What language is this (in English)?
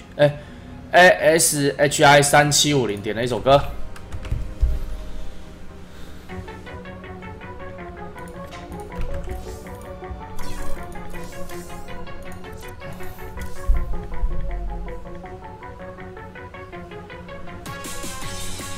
Chinese